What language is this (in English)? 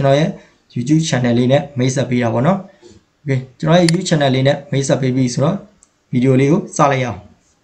Burmese